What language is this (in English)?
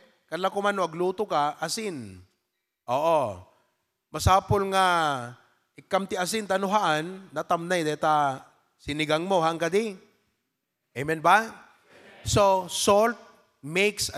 Iloko